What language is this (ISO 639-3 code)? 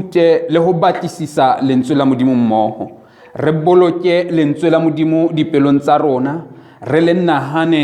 sot